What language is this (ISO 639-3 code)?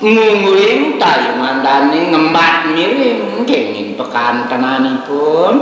ban